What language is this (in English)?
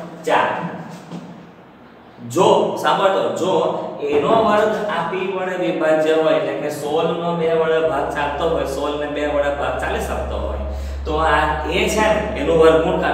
Gujarati